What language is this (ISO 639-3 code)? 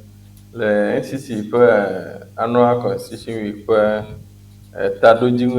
ewe